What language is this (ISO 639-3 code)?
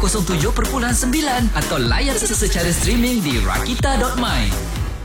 msa